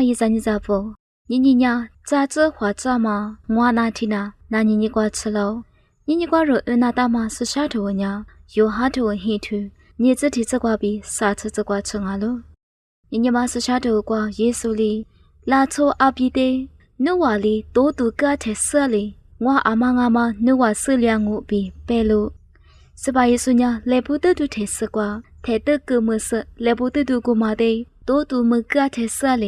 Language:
Lisu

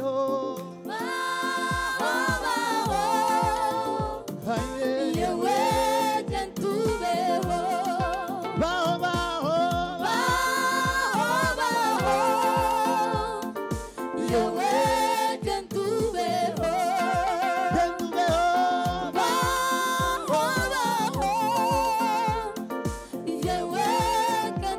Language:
Kinyarwanda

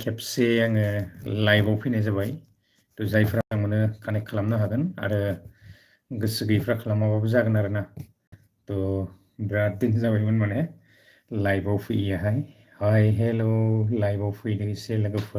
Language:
Bodo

